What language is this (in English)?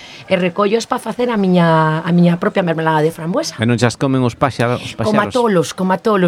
Galician